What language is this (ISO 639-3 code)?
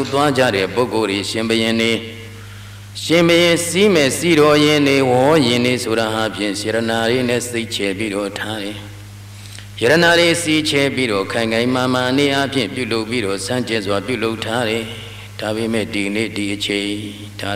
mya